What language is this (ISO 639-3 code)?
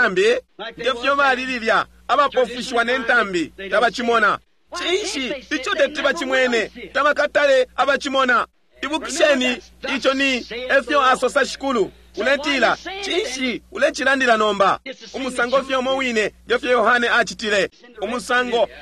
bem